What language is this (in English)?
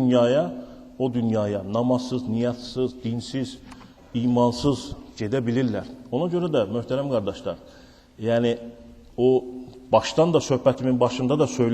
Azerbaijani